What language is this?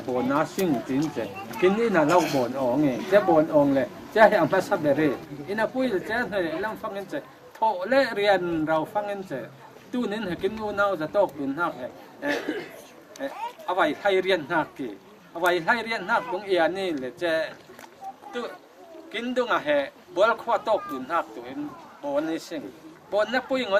Falam Chin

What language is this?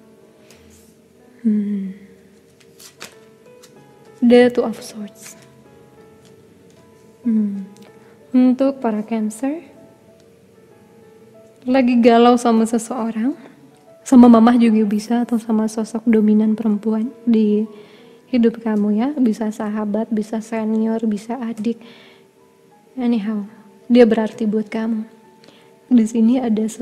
Indonesian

